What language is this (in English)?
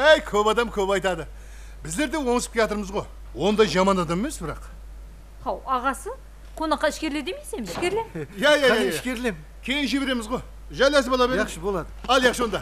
Kara-Kalpak